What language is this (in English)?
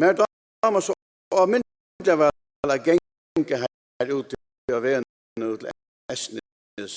Faroese